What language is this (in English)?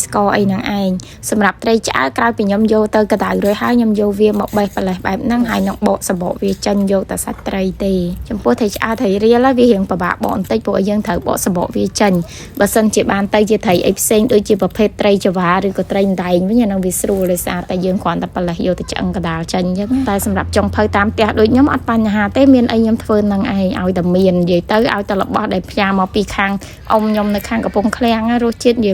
Khmer